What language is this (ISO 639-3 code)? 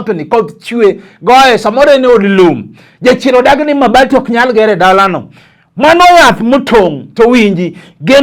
luo